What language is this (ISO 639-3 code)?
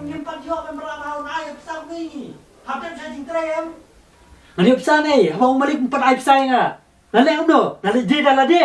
kha